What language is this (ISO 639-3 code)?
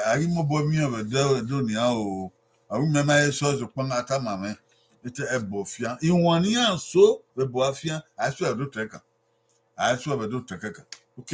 bin